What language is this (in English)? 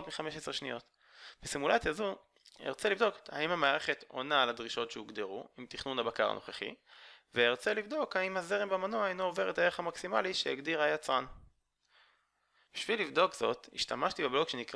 Hebrew